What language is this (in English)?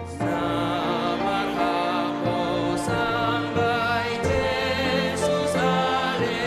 Batak Simalungun